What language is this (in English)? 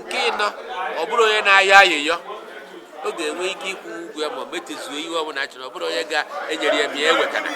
Igbo